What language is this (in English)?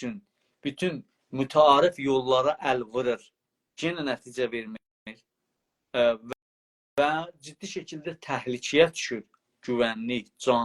South Azerbaijani